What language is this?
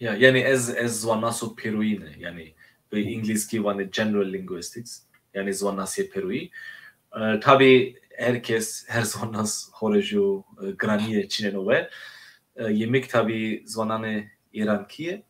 Zaza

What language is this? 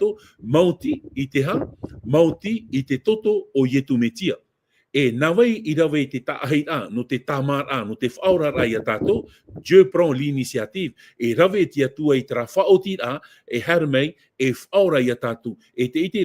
Tahitian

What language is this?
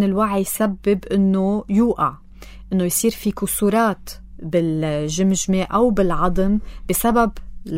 North Levantine Arabic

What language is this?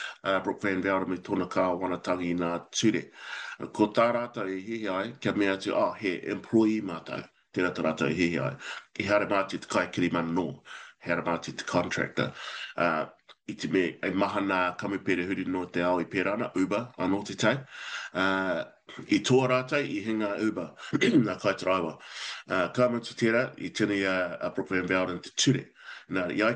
Māori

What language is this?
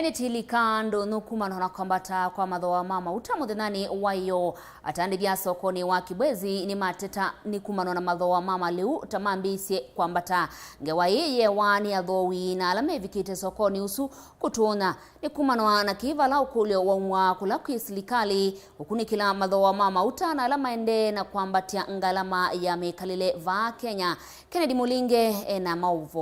Kamba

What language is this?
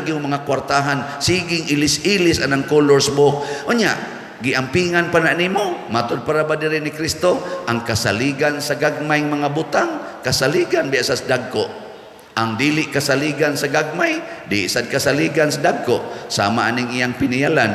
Cebuano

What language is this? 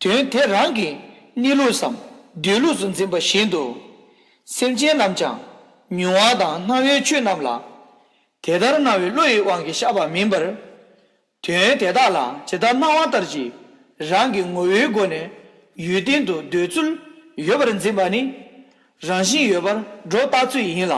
Tibetan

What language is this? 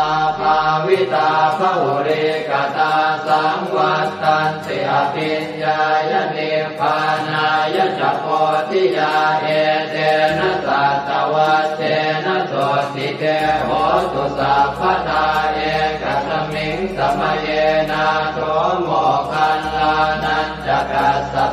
Pali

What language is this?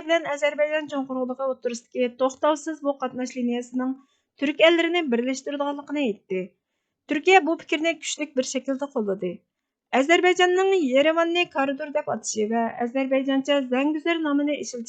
Uyghur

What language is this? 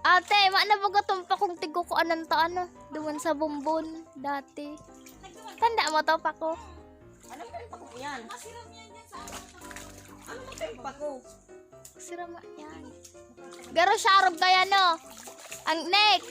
Bikol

